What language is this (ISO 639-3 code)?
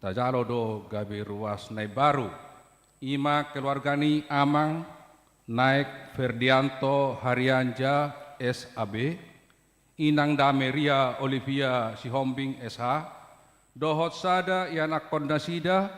bbc